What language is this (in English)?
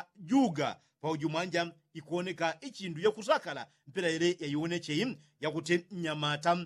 Yao